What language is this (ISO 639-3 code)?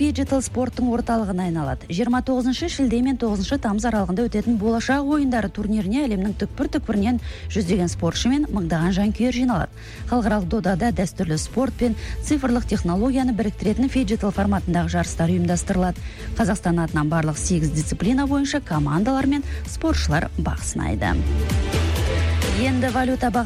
kaz